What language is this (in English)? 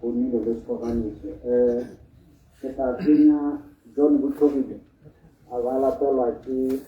Tswana